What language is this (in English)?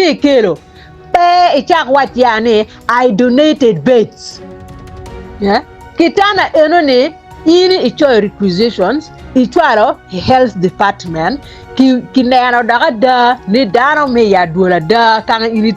Acoli